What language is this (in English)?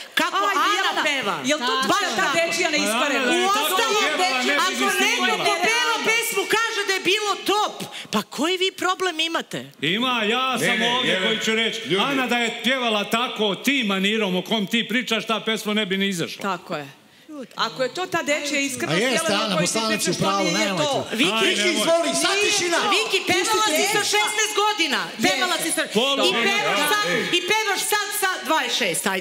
Serbian